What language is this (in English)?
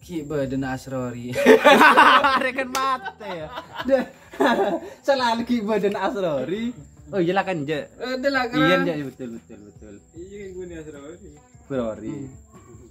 Madurese